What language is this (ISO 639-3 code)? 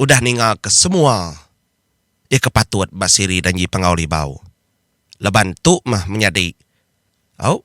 iba